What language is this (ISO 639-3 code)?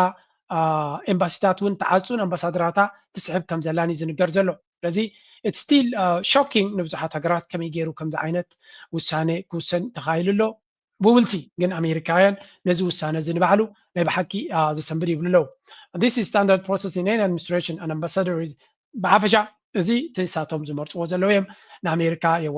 tir